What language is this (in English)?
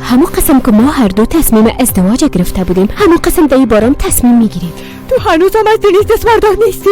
Persian